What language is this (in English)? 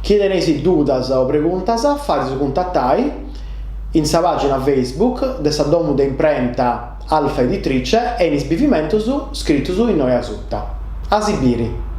Sardinian